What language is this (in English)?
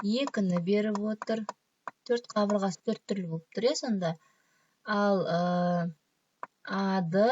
Kazakh